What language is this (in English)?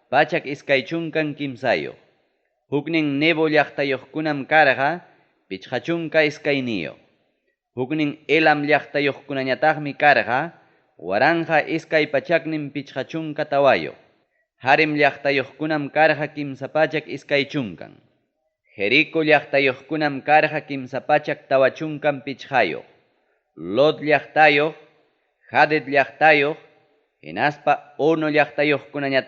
Ayacucho Quechua